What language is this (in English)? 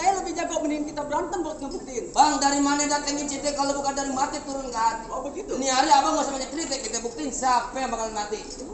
Betawi